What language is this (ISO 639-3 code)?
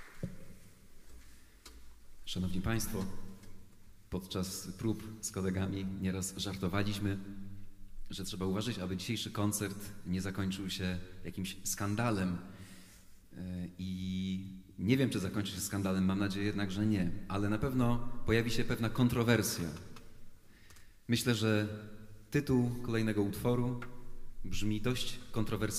pol